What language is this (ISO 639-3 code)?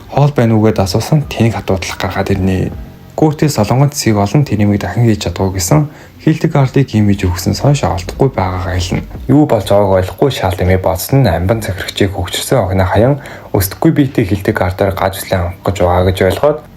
mon